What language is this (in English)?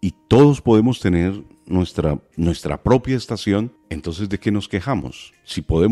Spanish